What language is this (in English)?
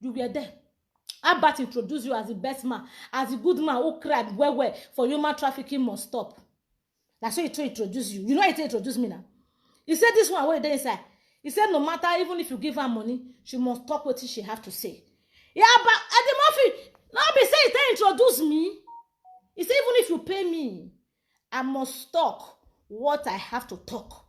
Nigerian Pidgin